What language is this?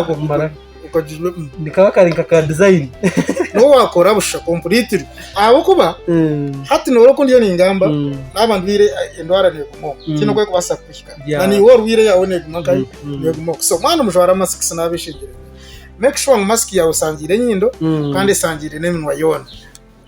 Nyankole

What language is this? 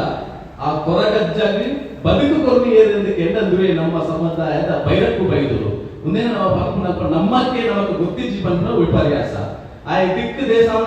Tulu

